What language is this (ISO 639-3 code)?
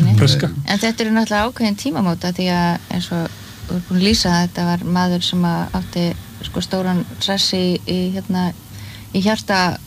isl